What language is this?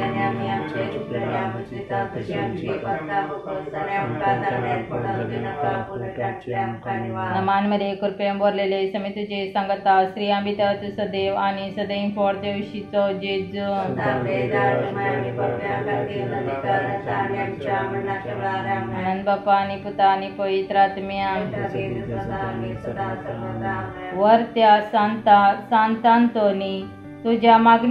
Konkani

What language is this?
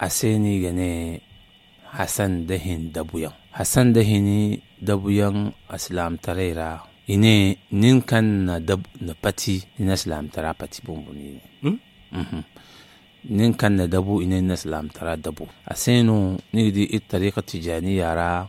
Zarma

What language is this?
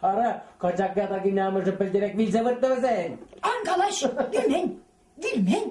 Chuvash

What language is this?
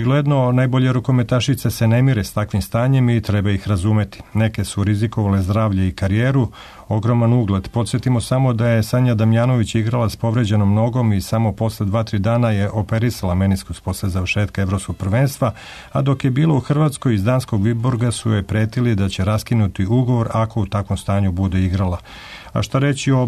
Serbian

